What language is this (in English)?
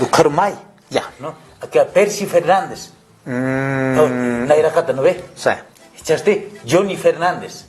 Aymara